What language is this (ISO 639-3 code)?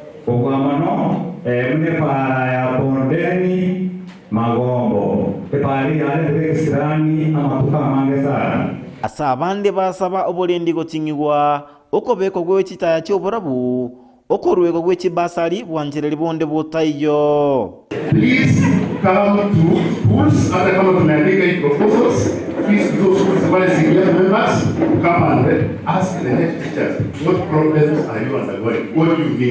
guz